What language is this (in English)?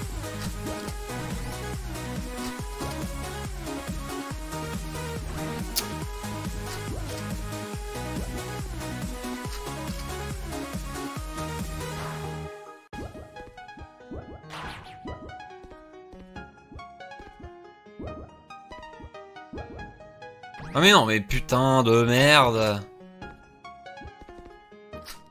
French